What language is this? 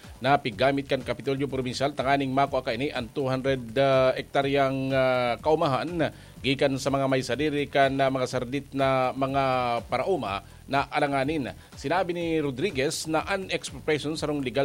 Bikol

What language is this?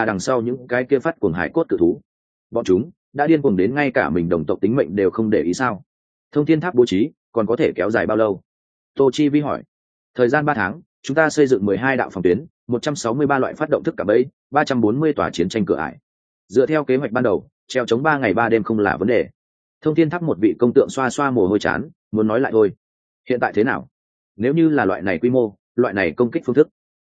Vietnamese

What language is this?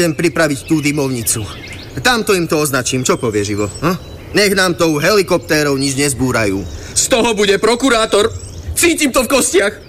Slovak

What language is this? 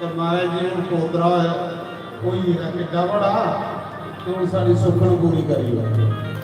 Dogri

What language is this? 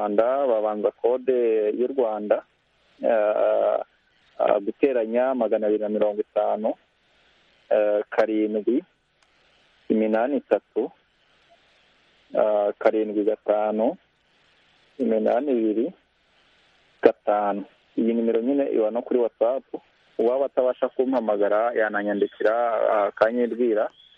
Kinyarwanda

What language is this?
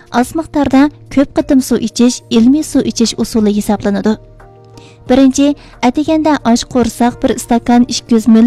Uyghur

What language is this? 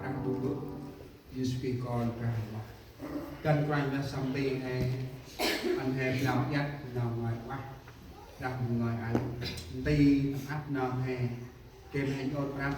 Central Mnong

